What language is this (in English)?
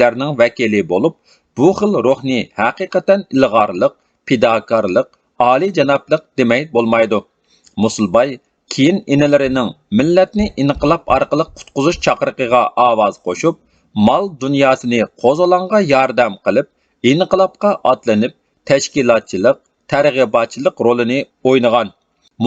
Uyghur